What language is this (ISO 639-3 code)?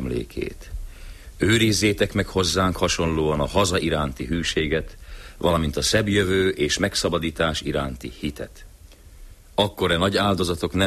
hun